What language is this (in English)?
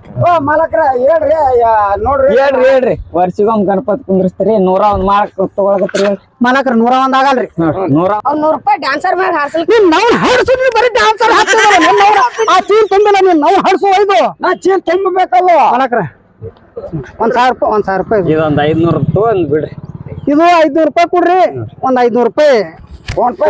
Kannada